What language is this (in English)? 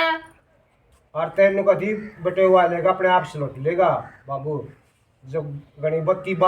Haryanvi